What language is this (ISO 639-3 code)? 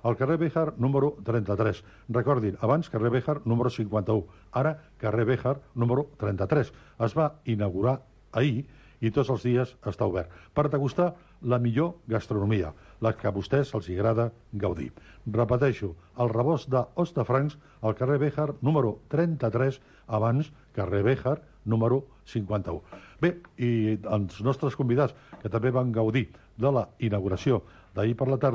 cat